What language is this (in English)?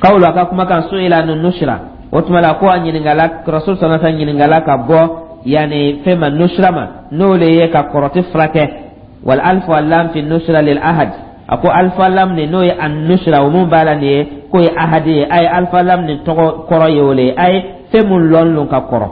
Dyula